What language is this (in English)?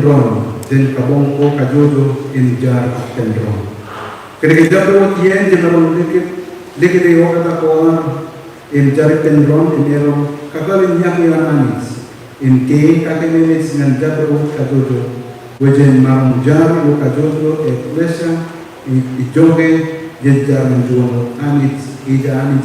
Marshallese